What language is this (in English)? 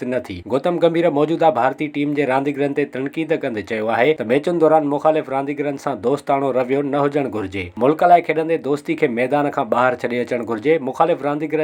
Sindhi